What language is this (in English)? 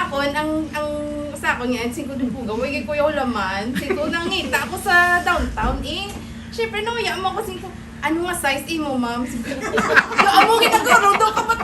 Hiligaynon